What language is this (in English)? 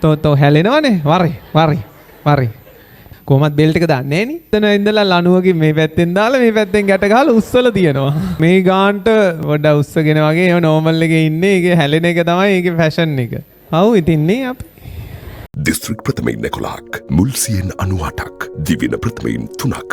Sinhala